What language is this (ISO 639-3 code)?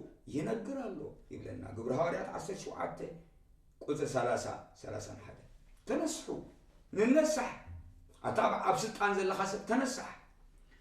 tir